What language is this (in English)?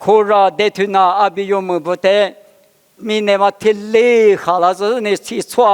Lisu